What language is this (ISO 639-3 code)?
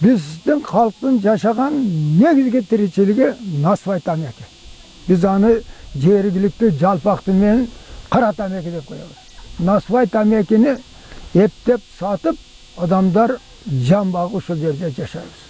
kir